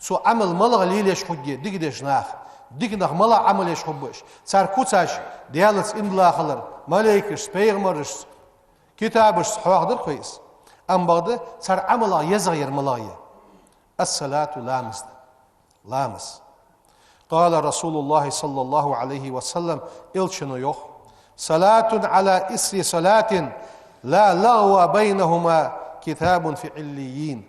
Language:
Ingush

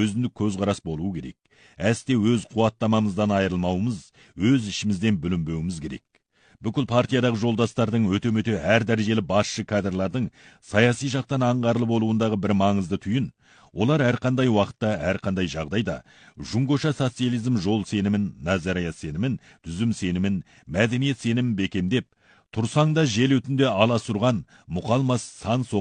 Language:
Kazakh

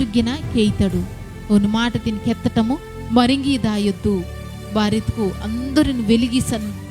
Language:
Koya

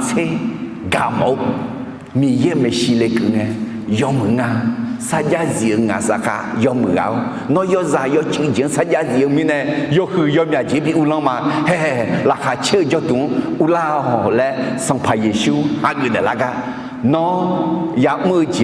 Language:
Akha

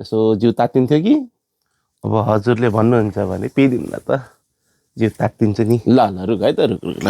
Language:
Nepali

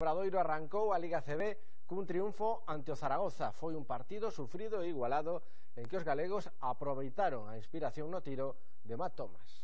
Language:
Galician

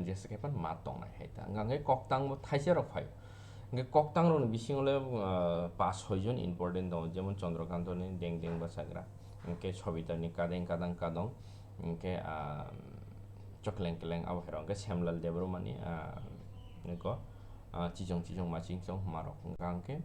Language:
Kok Borok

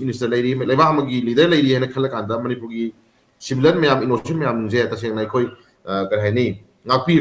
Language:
Manipuri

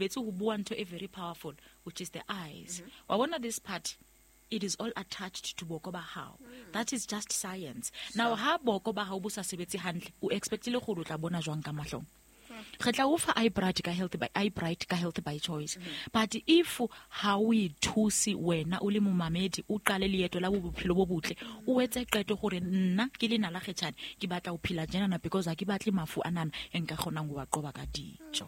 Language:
Southern Sotho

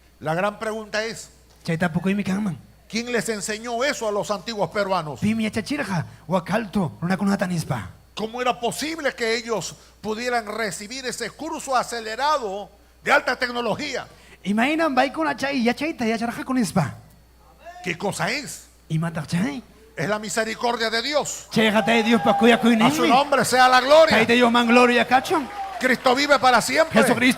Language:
Ayacucho Quechua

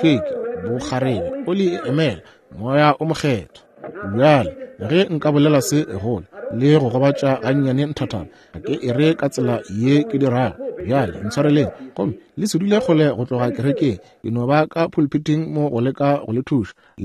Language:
Northern Sotho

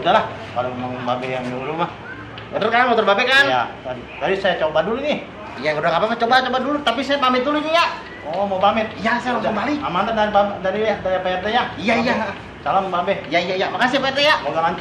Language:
Betawi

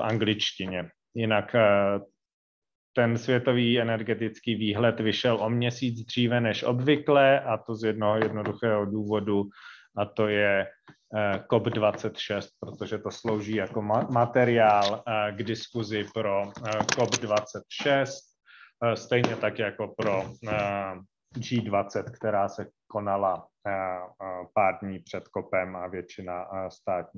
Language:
Czech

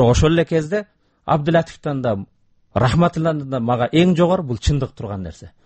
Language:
Kyrgyz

